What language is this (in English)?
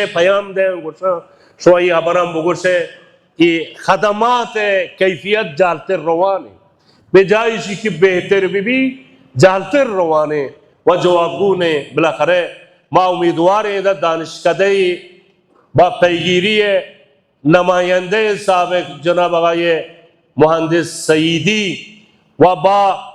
Baluchi